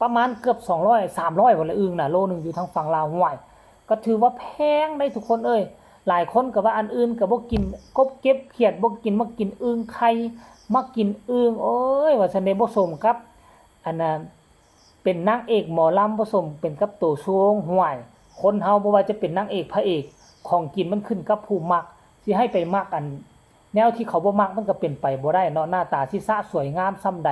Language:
Northeastern Thai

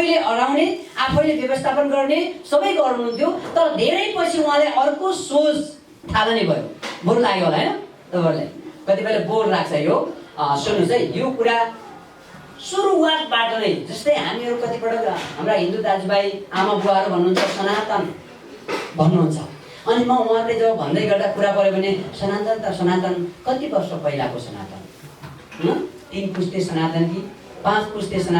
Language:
Nepali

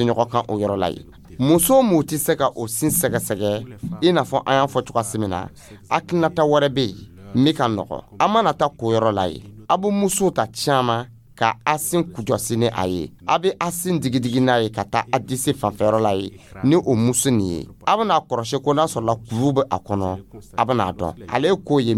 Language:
Dyula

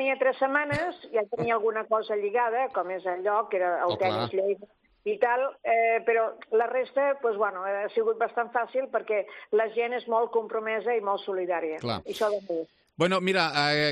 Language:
Catalan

